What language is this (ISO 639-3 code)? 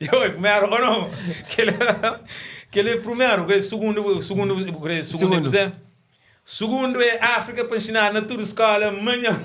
kea